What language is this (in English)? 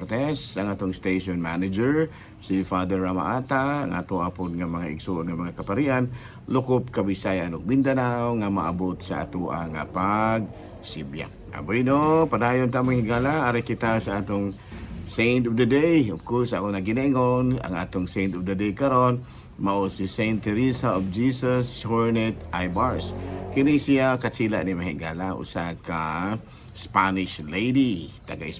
Cebuano